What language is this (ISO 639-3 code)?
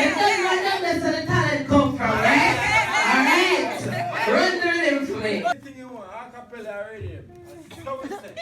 jam